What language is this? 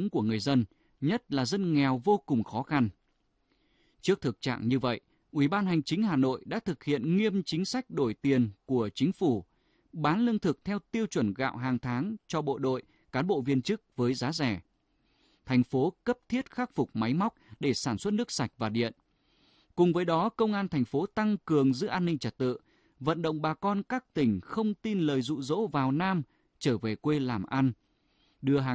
Vietnamese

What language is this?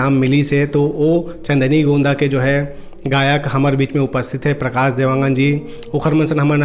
Chhattisgarhi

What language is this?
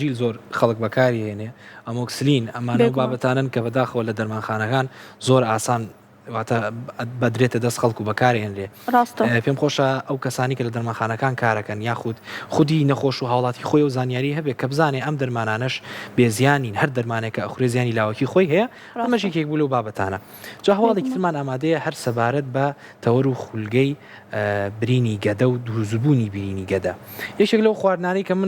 Central Kurdish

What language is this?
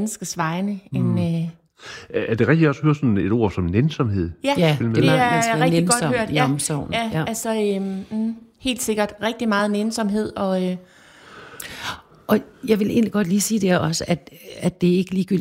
Danish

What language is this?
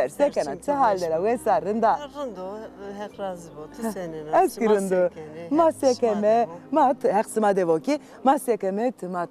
Zaza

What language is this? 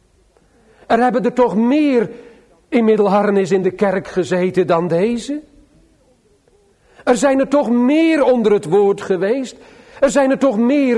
Dutch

